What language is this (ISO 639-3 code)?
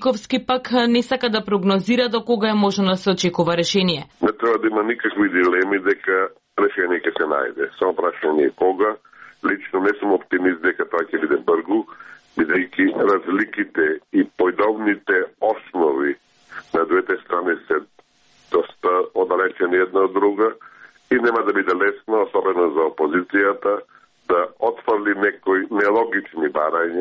mkd